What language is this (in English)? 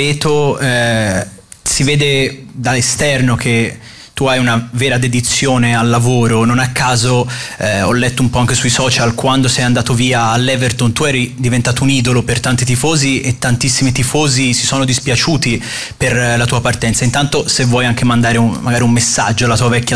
Italian